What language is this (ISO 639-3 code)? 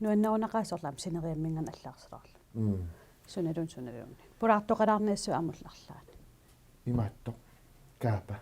kal